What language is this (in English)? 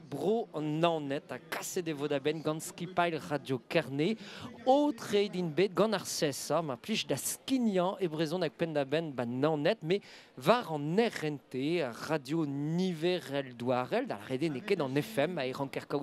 Breton